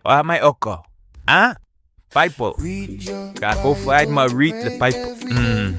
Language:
Samoan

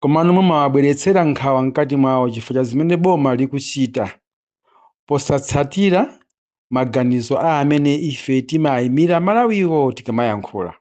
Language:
Nyanja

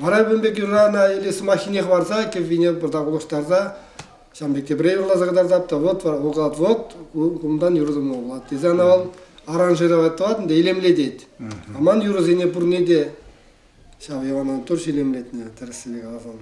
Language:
Chuvash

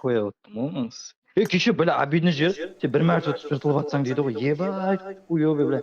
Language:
Kara-Kalpak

